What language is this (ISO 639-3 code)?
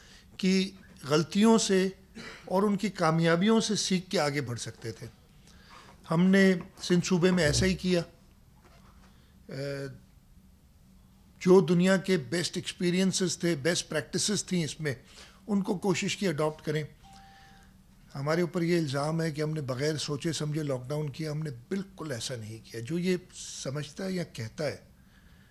urd